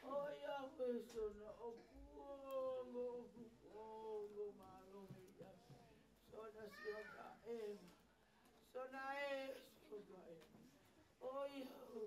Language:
Tongan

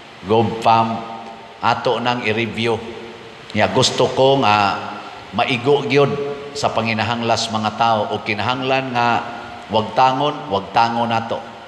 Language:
Cebuano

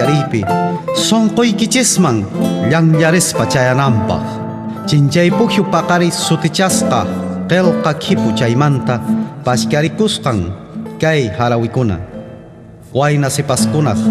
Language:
Quechua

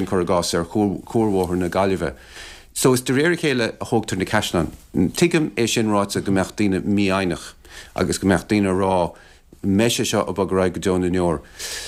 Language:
Irish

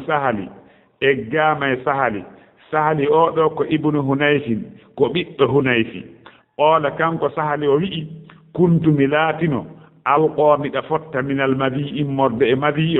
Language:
Fula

